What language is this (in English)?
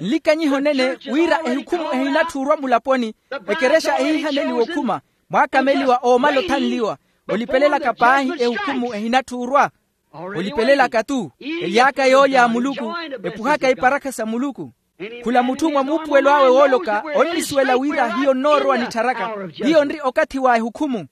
Makhuwa